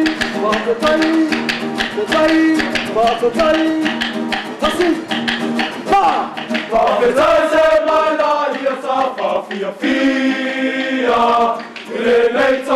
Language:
Samoan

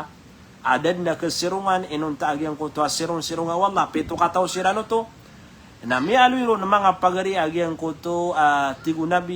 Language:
Maranao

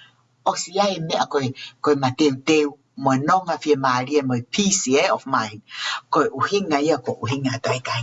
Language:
Tongan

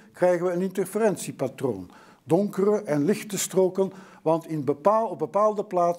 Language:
Dutch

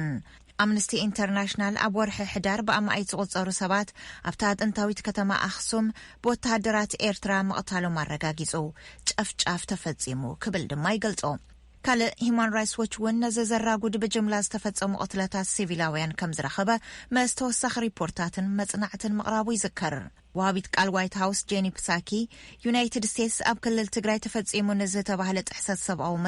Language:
Tigrinya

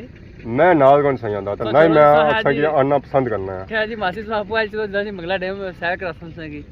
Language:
Pahari-Potwari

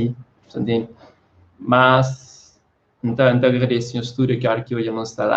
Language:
Kabuverdianu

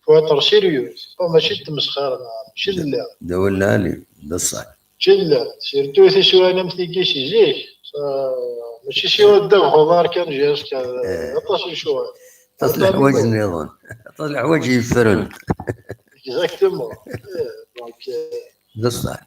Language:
Kabyle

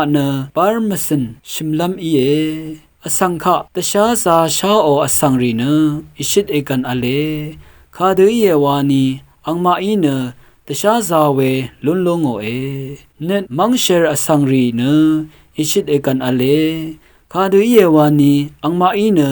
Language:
Rawang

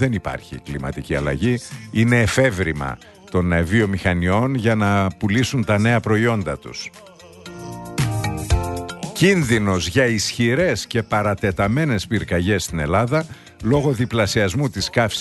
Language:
Greek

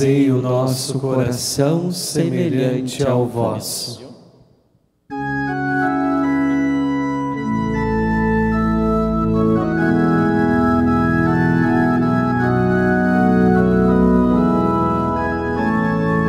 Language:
Portuguese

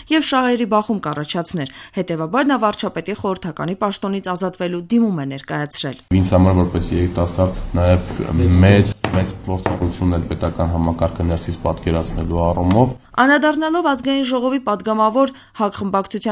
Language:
Armenian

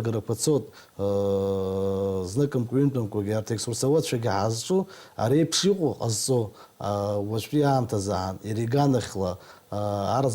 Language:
Abkhazian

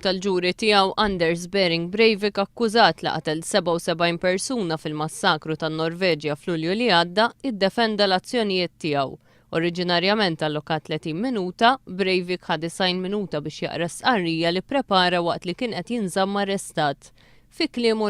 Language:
Maltese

